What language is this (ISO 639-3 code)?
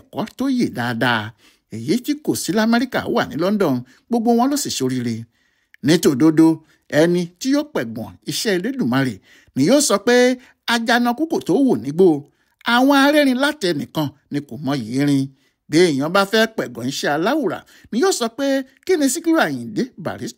yor